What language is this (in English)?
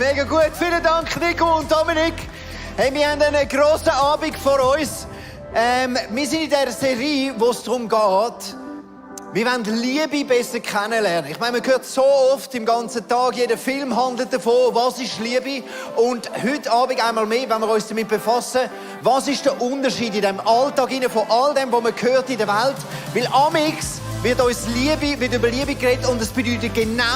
Swiss German